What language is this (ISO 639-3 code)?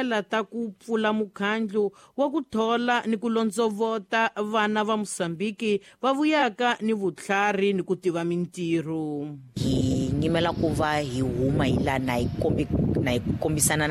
tso